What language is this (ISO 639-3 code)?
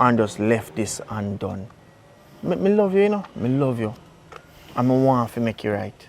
jam